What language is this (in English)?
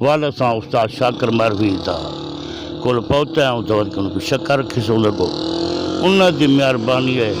Saraiki